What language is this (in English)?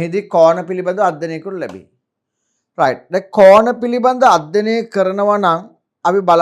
Sinhala